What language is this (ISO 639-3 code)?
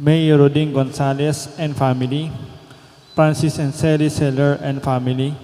pam